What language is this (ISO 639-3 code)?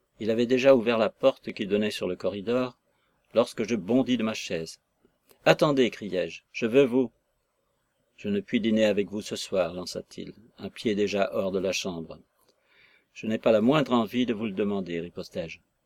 fra